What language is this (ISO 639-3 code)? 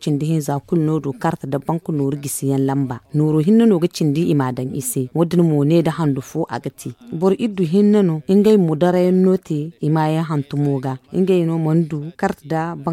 dje